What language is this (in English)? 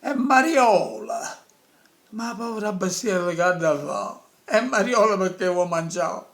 Neapolitan